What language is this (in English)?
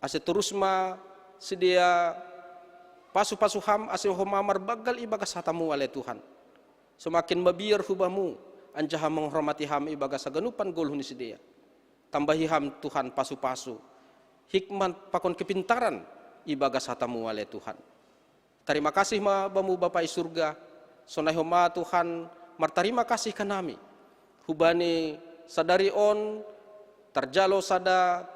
Batak Simalungun